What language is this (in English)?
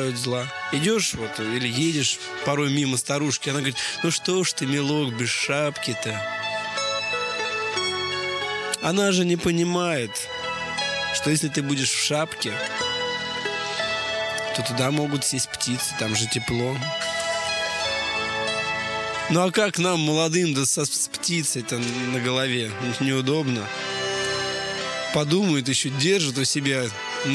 Russian